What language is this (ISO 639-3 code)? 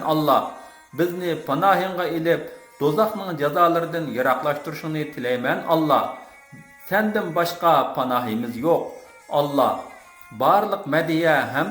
uig